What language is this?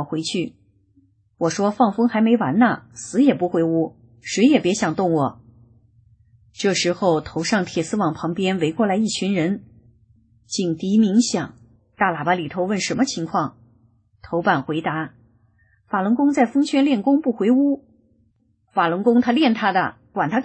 Chinese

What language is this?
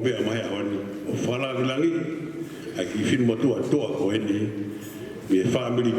Tongan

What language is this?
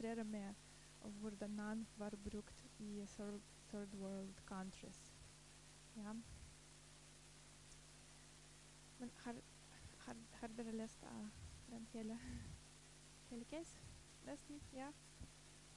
Norwegian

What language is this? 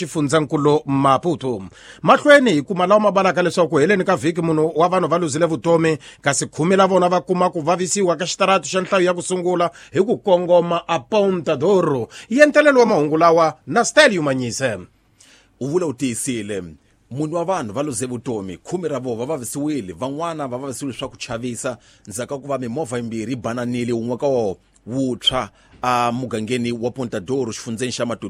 Tsonga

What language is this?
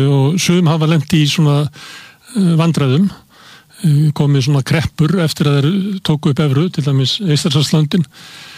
Icelandic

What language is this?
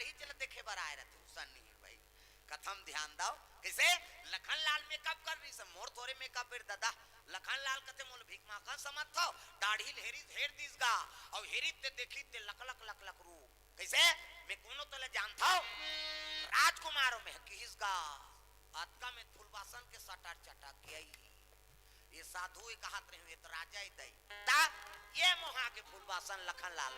Chhattisgarhi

